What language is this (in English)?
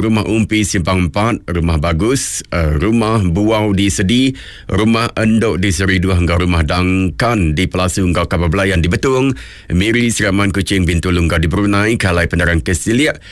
Iban